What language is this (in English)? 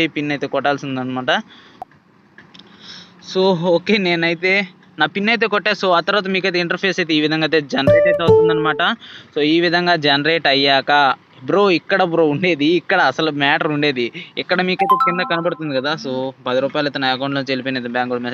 Telugu